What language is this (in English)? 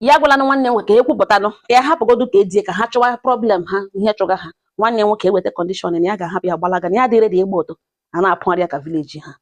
Igbo